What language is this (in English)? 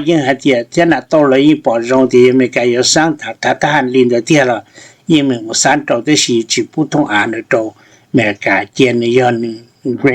Hmong